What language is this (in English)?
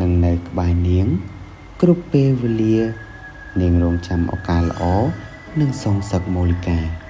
Khmer